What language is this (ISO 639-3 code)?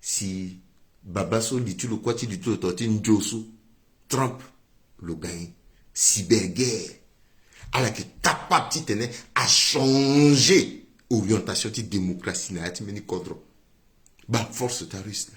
sag